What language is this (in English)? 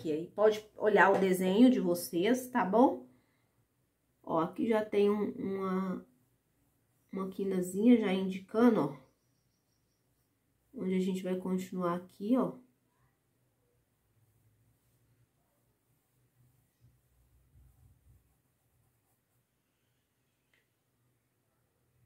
Portuguese